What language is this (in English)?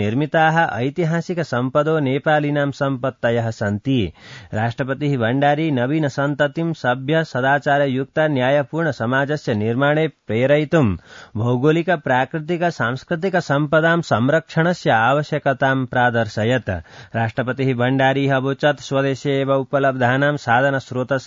Sanskrit